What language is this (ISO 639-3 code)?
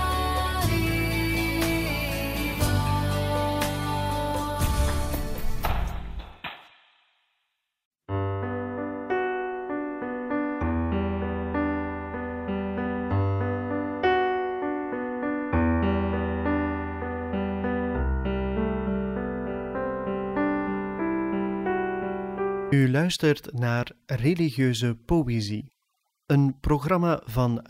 nld